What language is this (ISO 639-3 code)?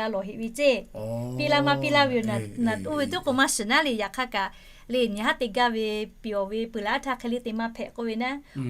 lhu